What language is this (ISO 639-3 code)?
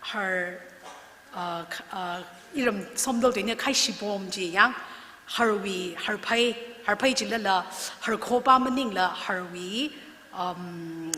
nmf